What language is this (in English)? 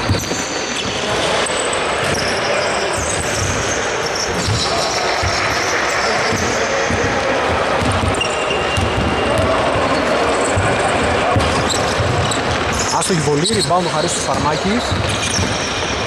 Greek